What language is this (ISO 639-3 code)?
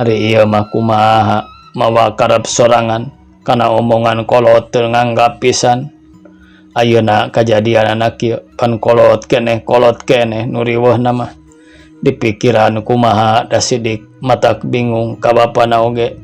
sun